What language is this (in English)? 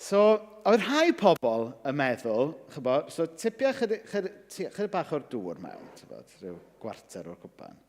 Welsh